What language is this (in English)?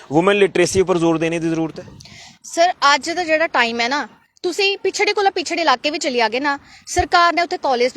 Dogri